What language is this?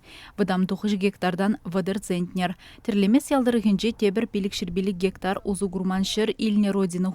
Chuvash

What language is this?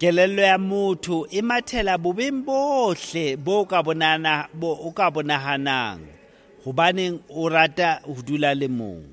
Southern Sotho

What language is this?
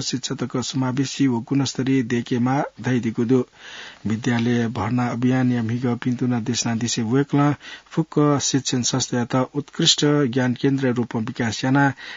Newari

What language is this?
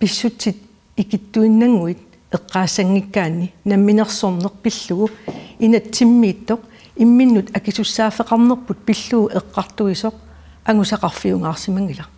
Kalaallisut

